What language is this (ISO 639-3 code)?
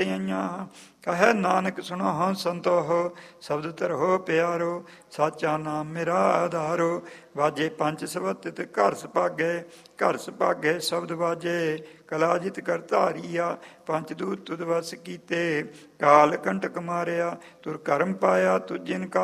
pan